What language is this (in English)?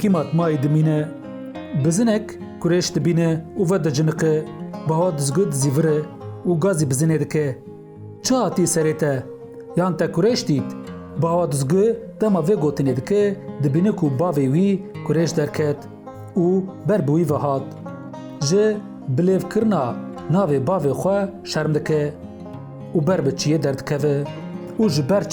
Kurdish